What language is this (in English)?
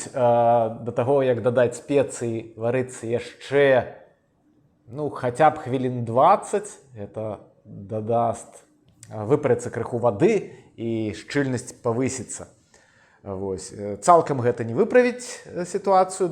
Belarusian